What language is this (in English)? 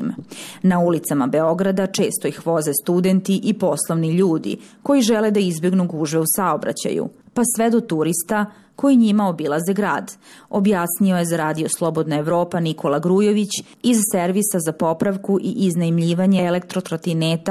Bosnian